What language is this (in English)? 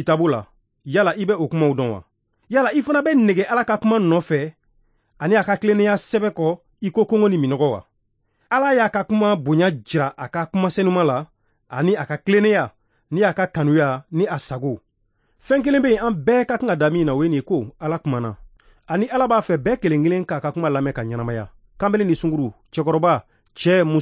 Bambara